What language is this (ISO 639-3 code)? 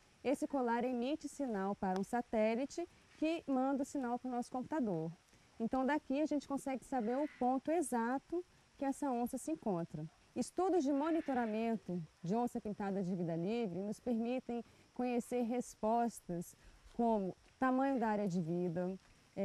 por